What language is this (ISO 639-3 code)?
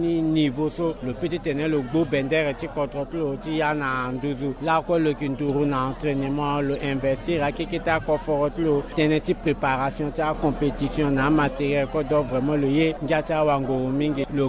sag